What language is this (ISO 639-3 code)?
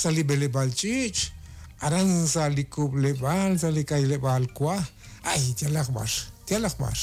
kek